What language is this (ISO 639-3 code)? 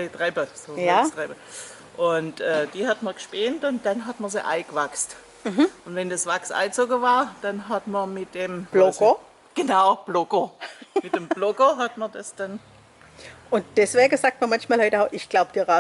swg